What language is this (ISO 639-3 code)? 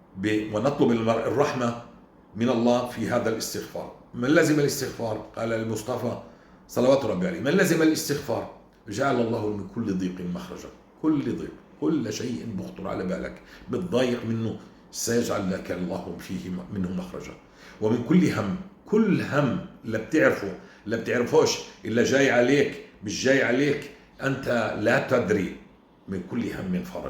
apc